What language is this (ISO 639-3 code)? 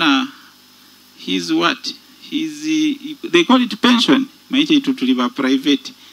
nyo